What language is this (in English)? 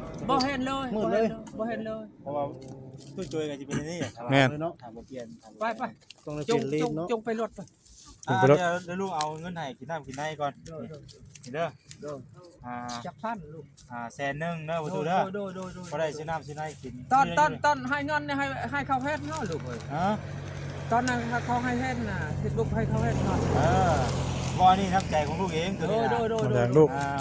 Northeastern Thai